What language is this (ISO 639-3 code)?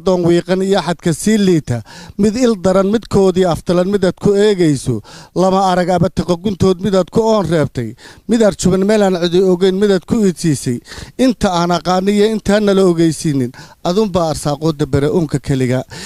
som